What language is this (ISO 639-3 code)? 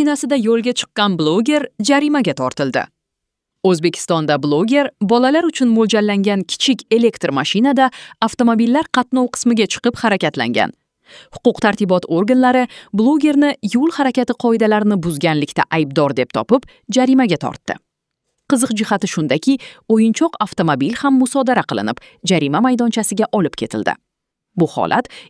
uzb